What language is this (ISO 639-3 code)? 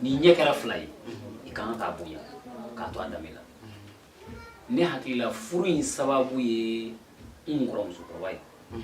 bam